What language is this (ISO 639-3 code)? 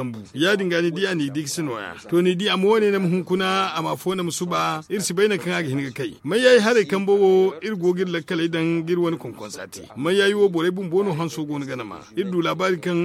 dje